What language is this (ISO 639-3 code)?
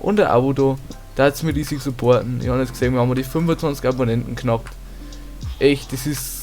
bar